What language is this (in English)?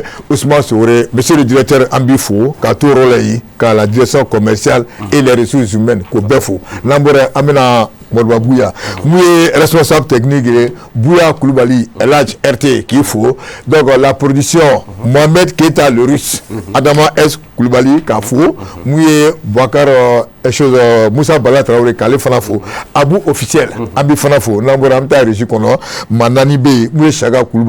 Bambara